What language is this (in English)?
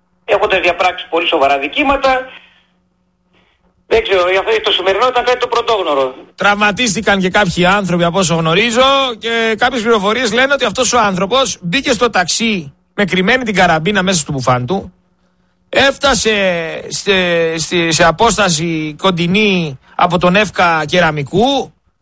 Greek